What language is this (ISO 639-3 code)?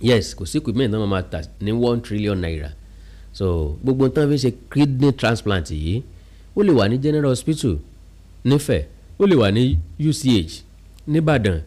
yor